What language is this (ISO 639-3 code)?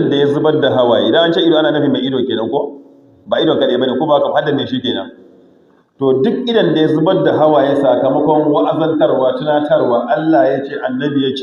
hau